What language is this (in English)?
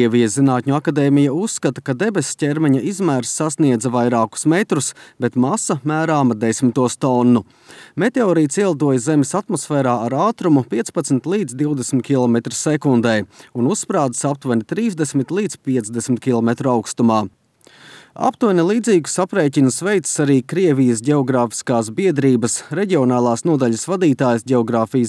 Latvian